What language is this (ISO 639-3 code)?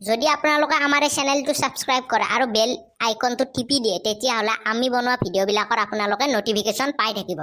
asm